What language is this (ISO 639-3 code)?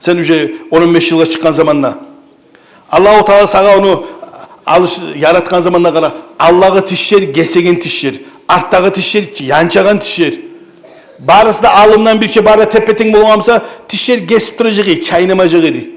kum